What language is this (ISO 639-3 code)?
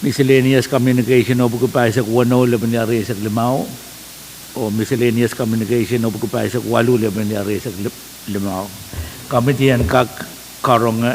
pon